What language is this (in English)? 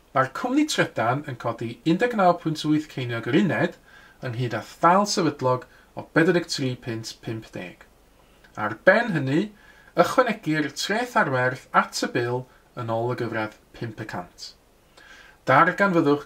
Welsh